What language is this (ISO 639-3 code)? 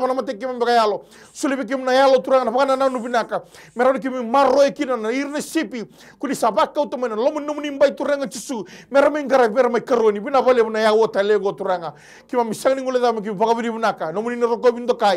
fij